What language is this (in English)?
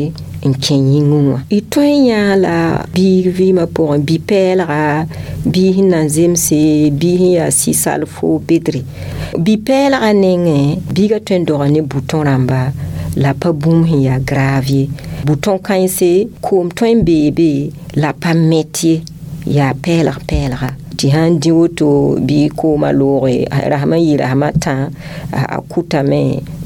Mossi